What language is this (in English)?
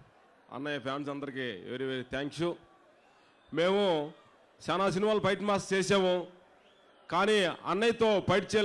Telugu